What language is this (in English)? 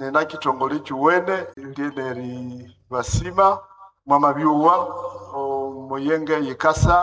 Nande